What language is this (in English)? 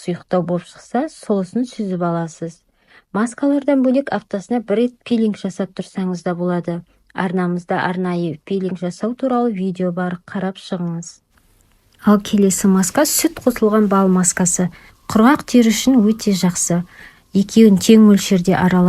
Kazakh